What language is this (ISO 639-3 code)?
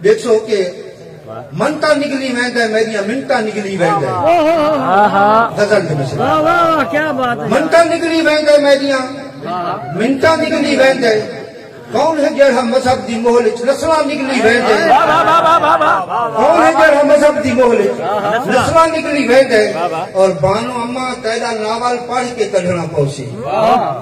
skr